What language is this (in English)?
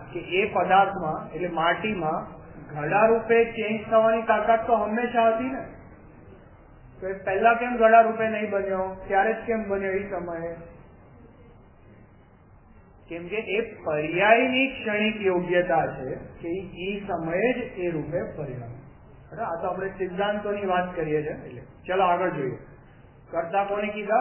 Gujarati